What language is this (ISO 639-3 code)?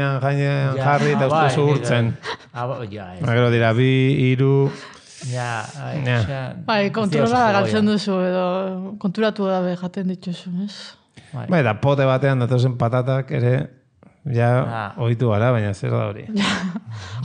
eus